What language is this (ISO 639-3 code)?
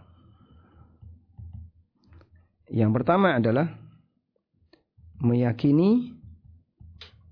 ind